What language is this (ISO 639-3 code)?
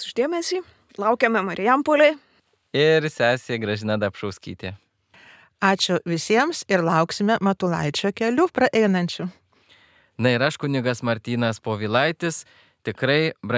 lit